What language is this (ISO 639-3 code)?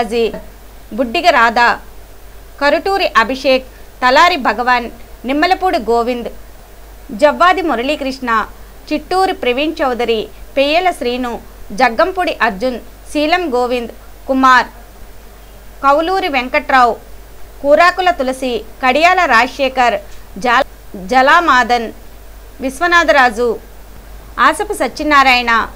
tel